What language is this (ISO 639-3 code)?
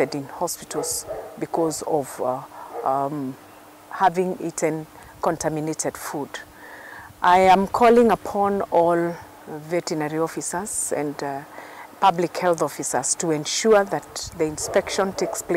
kam